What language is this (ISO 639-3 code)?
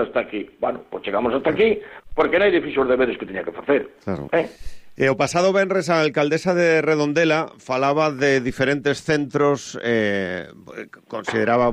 glg